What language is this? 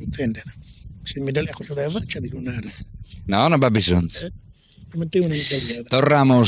Sardinian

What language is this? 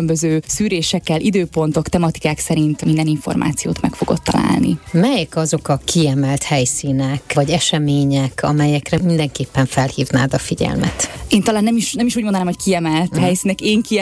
Hungarian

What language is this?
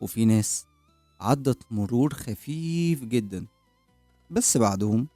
Egyptian Arabic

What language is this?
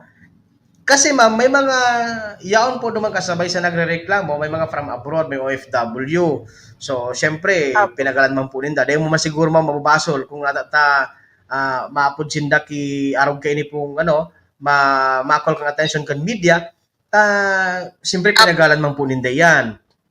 Bikol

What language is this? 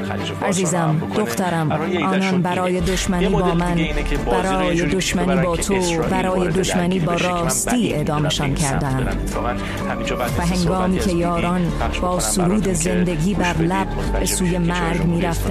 Persian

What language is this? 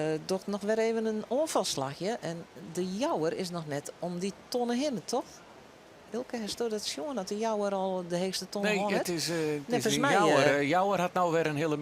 Western Frisian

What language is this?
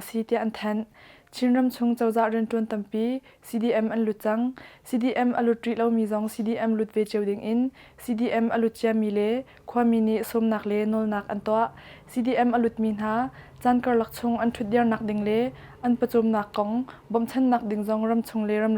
Hakha Chin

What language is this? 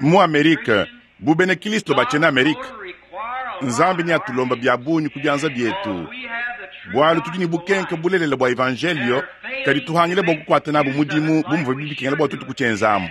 Luba-Lulua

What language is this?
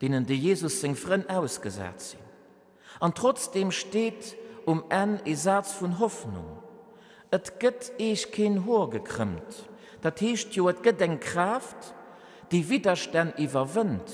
Luxembourgish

